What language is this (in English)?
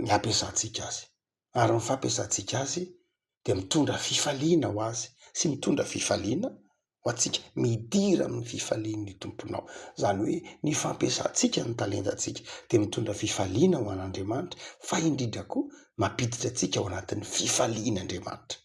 Malagasy